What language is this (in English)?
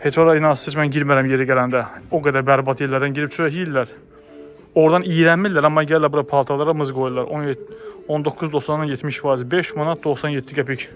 Azerbaijani